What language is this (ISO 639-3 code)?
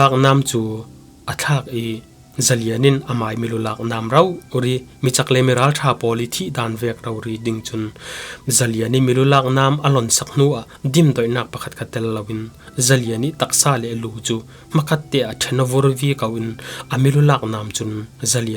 cfm